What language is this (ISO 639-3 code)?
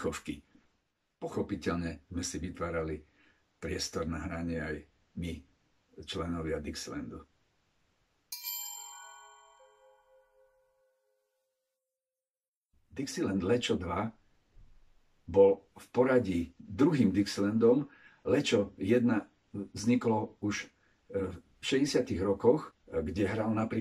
slk